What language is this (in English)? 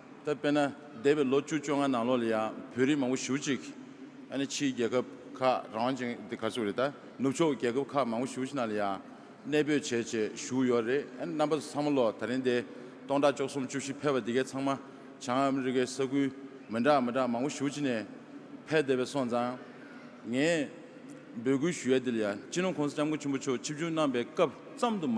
Tibetan